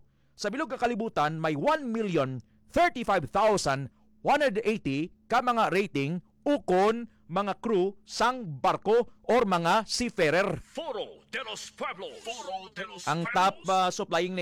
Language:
Hiligaynon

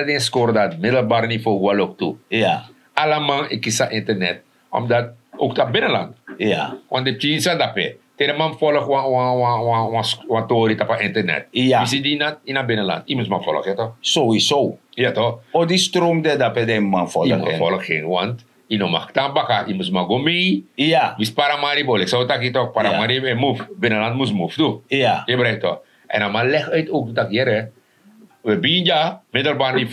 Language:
Sranan Tongo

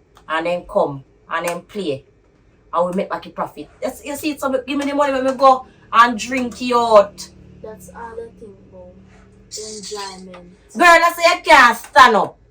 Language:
Jamaican Creole English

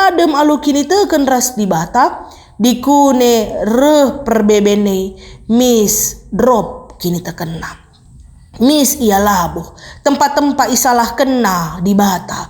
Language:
Batak Karo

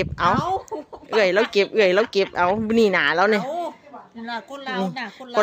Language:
Lao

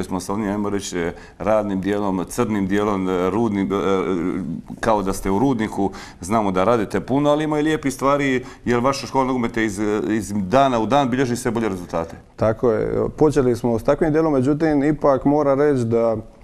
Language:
Croatian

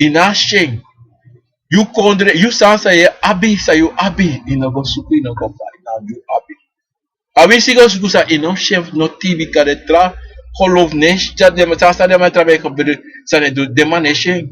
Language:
Sranan Tongo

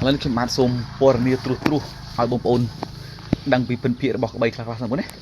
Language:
Khmer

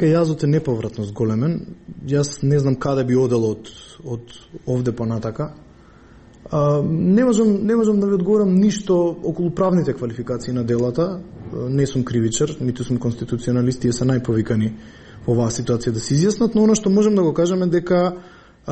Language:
Macedonian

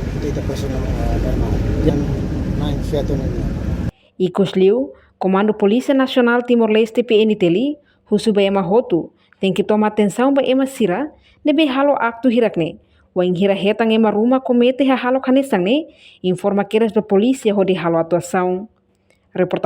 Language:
Tetum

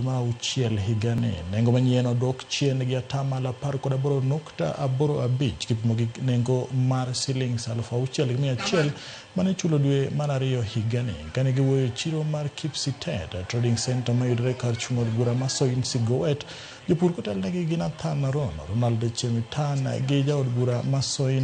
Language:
Luo (Kenya and Tanzania)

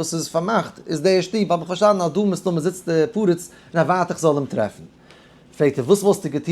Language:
Yiddish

